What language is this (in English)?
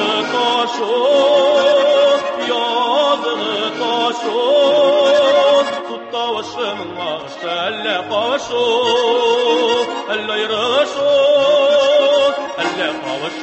Tatar